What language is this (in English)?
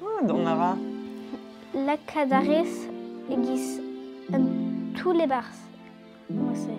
Breton